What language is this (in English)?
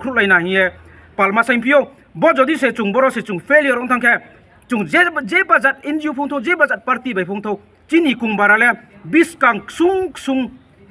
Riang (India)